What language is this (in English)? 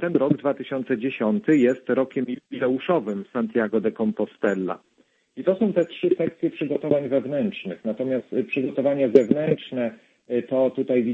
Polish